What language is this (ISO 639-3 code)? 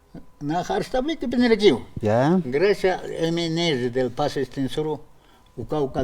aym